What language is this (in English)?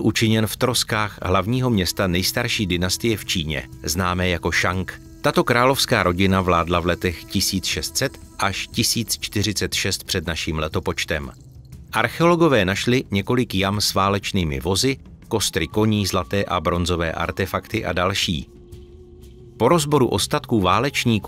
Czech